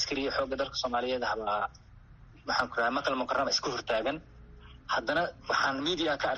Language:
Somali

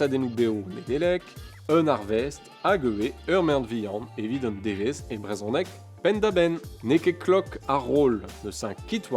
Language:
Breton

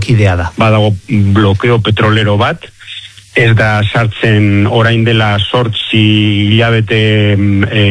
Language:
Basque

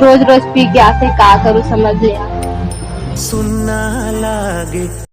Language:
Chhattisgarhi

